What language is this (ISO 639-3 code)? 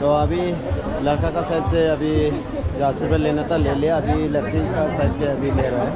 dis